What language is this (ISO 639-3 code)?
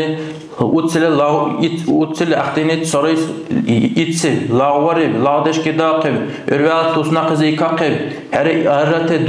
dar